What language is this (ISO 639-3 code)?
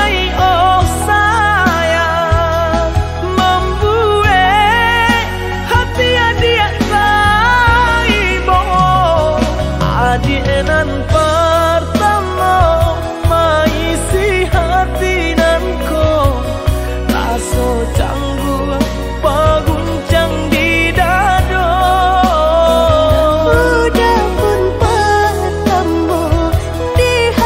min